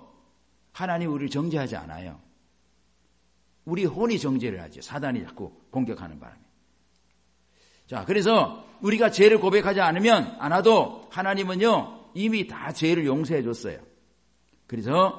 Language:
Korean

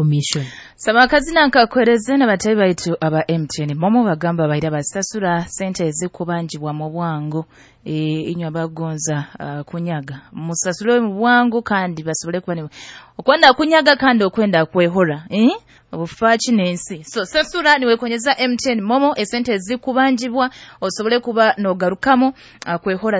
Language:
Nyoro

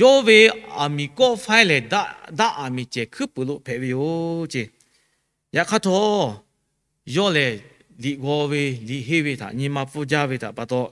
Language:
Lahu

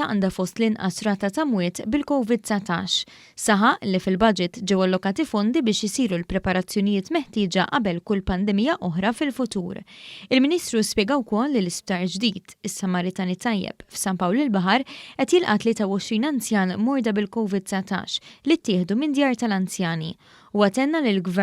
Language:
Maltese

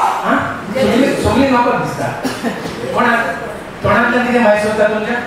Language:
Konkani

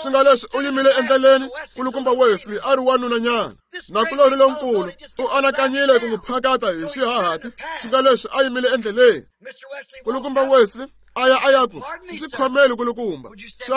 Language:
Tsonga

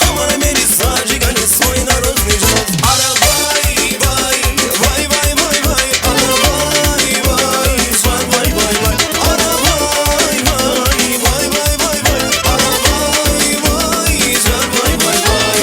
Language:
Turkmen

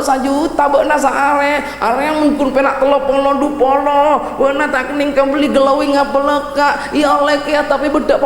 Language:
Madurese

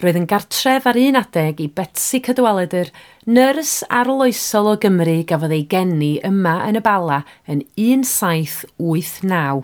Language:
Welsh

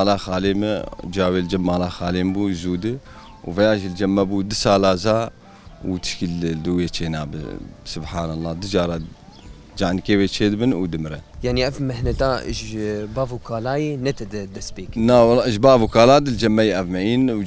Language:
Kurdish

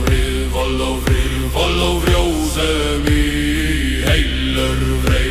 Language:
Icelandic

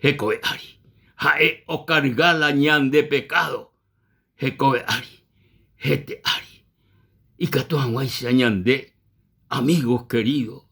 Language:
Guarani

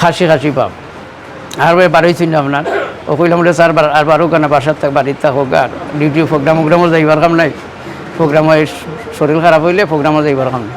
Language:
Sylheti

